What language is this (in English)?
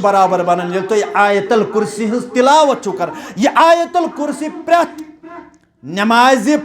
Kashmiri